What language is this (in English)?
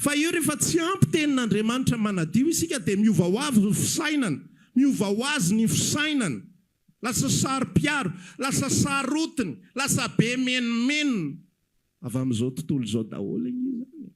Malagasy